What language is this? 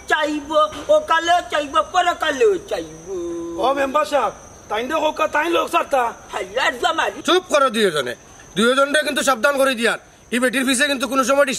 Sylheti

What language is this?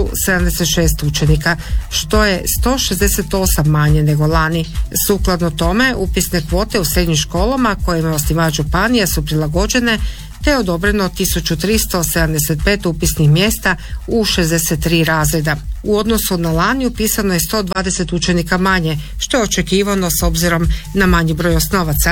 Croatian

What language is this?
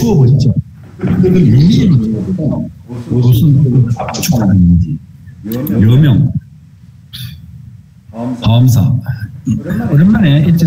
Korean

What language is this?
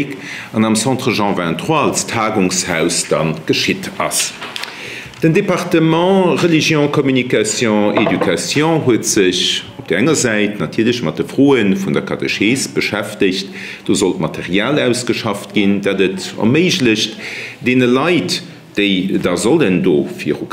Luxembourgish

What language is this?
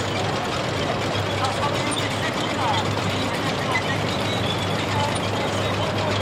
Slovak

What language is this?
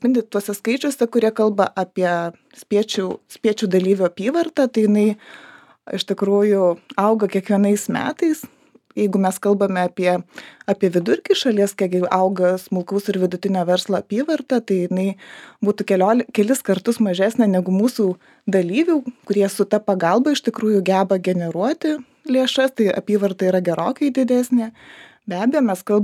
Lithuanian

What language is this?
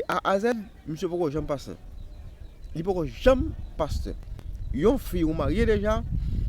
Haitian Creole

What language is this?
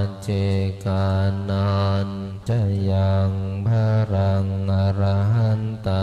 Pali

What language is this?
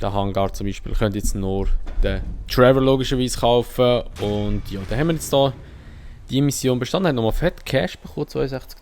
Swiss German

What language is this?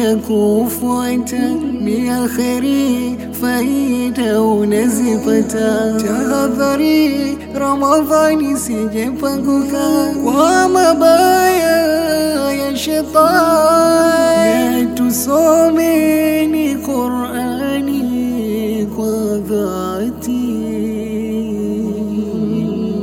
Swahili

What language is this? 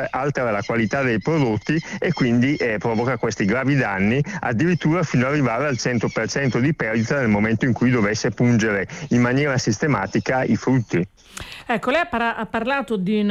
Italian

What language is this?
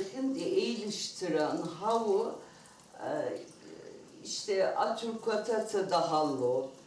Abkhazian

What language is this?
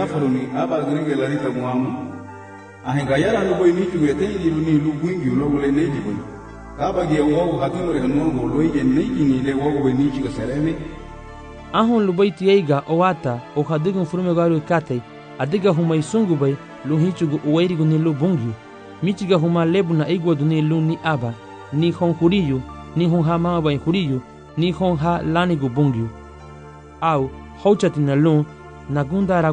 Garifuna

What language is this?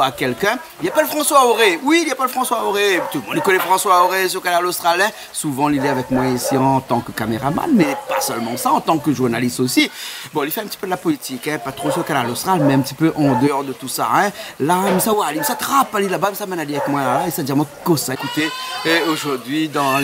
Réunion Creole French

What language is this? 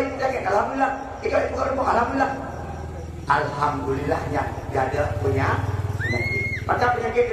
Achinese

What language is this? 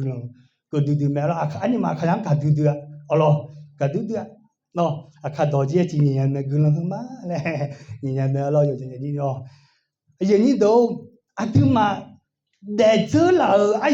Akha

